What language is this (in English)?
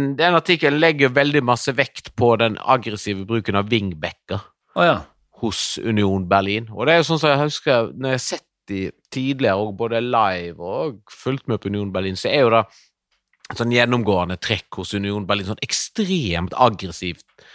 Norwegian